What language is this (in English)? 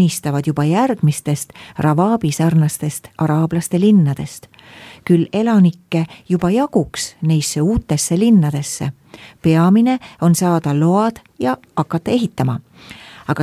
Estonian